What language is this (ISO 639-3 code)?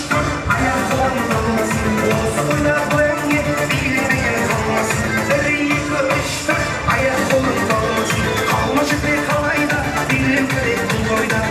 kaa